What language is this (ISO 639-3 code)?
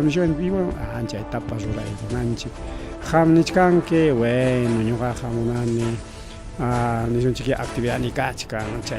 quy